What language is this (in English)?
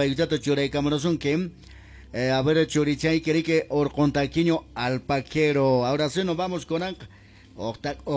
Quechua